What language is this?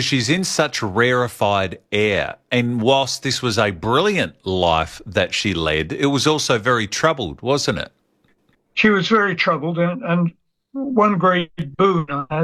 English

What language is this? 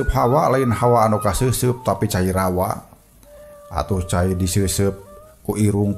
Sundanese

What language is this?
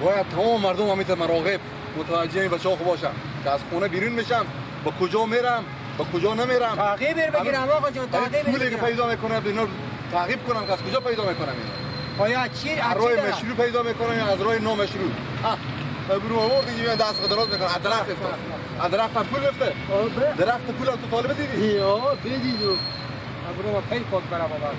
Persian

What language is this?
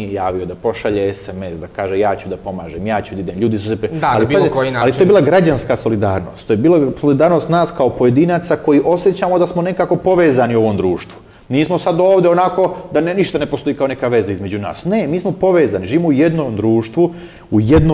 Serbian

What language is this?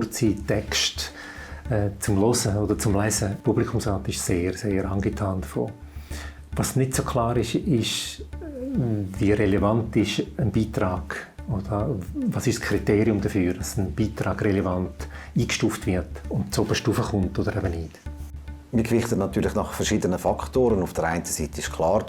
Swiss German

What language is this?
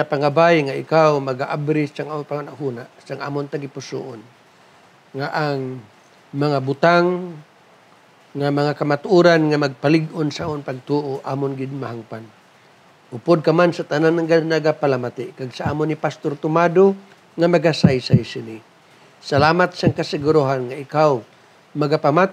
Hiligaynon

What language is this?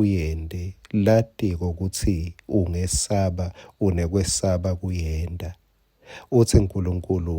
Swati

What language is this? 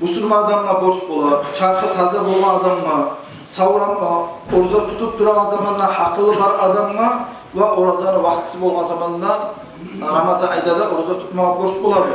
Kumyk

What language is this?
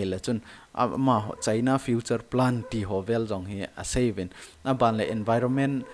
Thado Chin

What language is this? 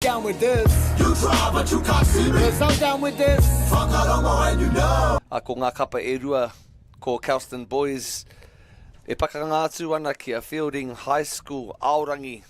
Māori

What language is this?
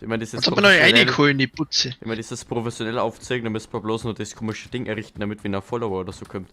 Bavarian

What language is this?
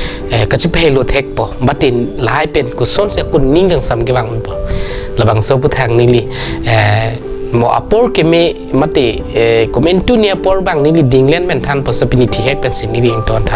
Karbi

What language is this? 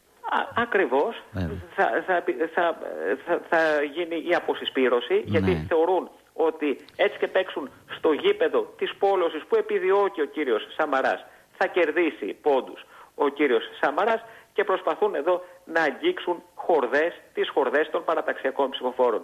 Greek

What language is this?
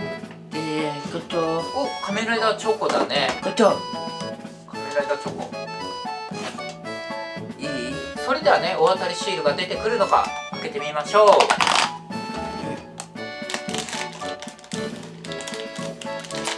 Japanese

